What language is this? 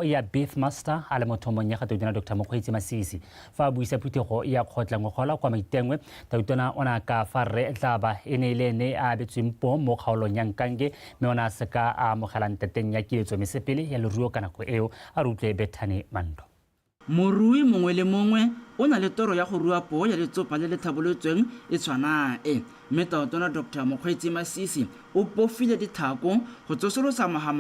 Tswana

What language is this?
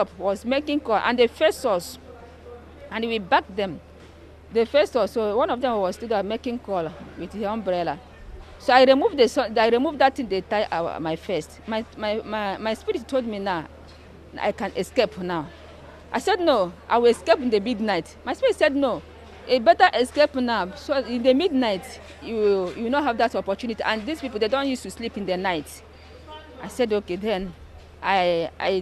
Nigerian Pidgin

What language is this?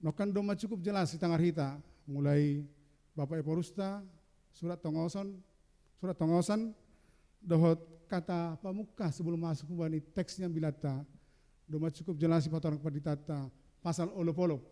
Batak Simalungun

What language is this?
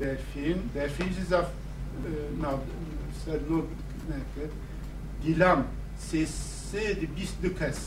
Kurdish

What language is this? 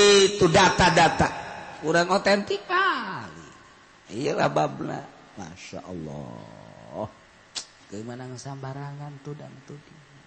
Sundanese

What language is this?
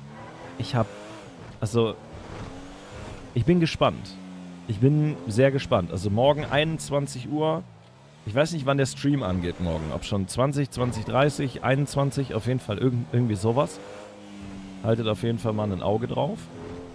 German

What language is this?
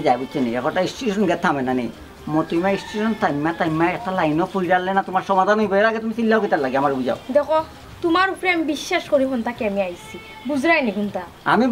Sylheti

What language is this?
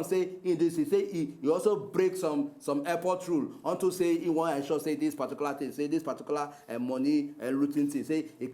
Nigerian Pidgin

